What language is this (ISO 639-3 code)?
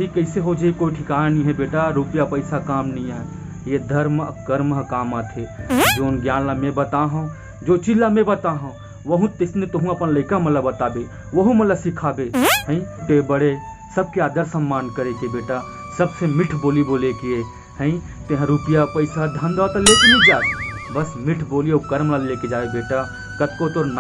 hne